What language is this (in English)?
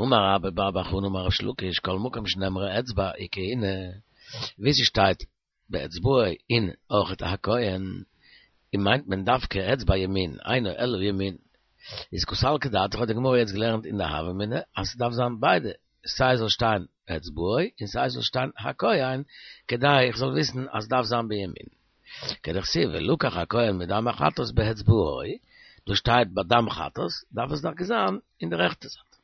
Yiddish